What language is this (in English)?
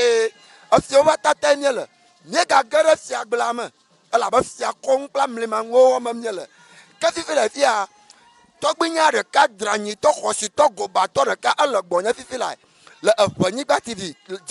Ewe